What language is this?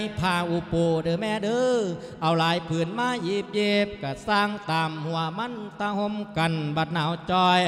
Lao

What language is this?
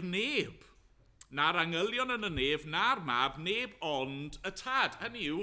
Welsh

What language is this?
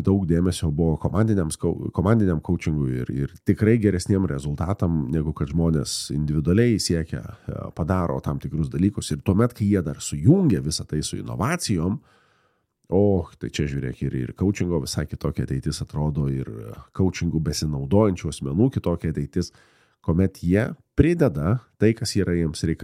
Lithuanian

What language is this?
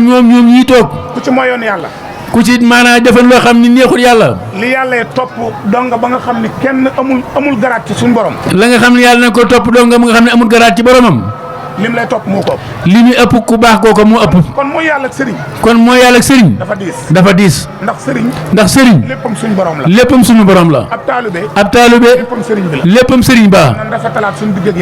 Wolof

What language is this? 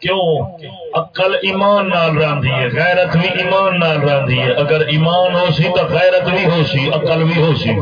Saraiki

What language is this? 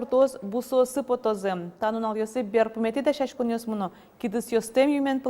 Udmurt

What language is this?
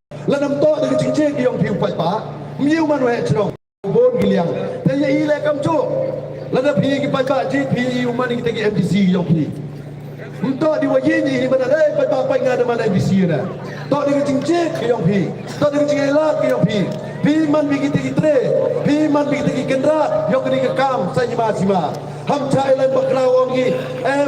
Khasi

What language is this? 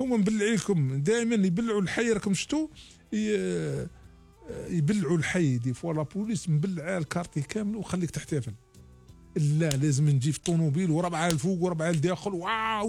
Algerian Arabic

